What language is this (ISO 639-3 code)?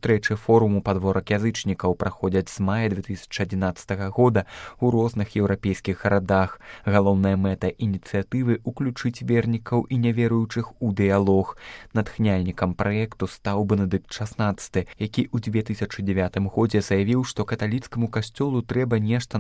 bel